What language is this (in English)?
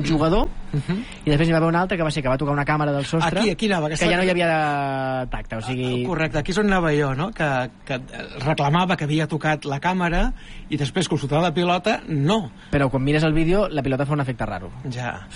Catalan